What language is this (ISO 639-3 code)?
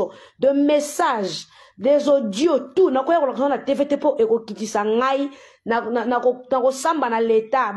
lin